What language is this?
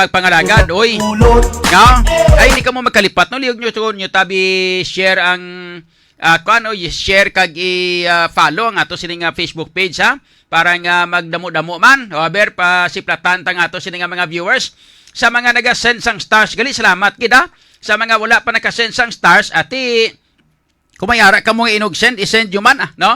Hiligaynon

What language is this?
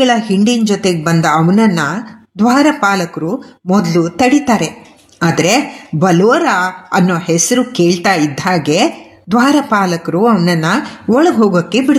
Kannada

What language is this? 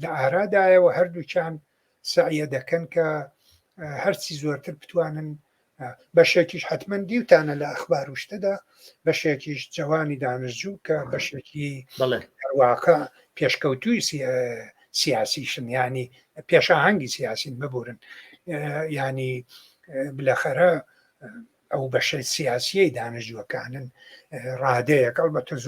Central Kurdish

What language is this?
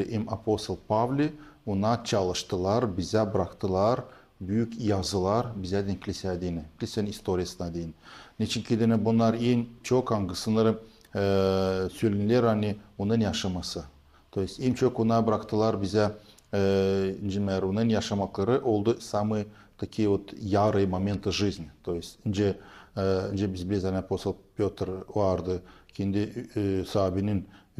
Gagauz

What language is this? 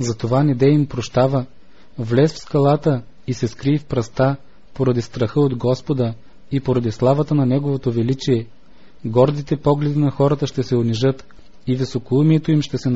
Bulgarian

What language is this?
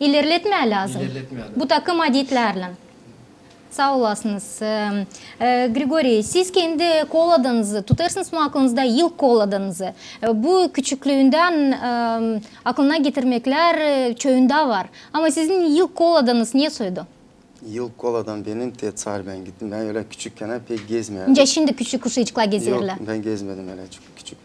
Gagauz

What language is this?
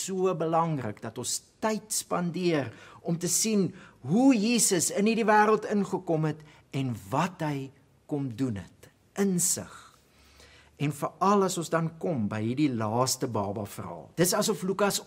Afrikaans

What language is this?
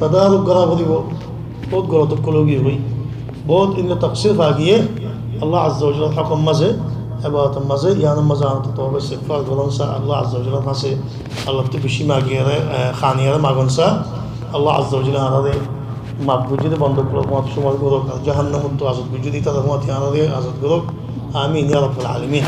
Rohingya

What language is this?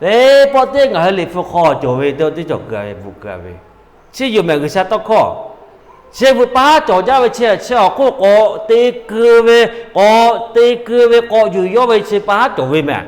Lahu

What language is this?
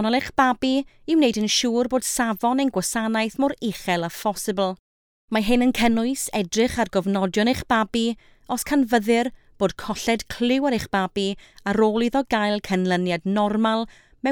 Welsh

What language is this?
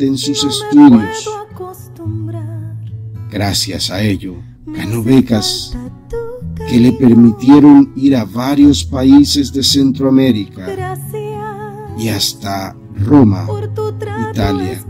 Spanish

